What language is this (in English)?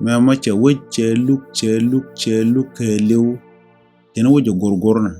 Nuer